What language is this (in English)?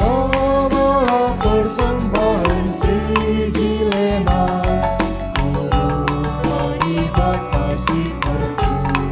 Batak Karo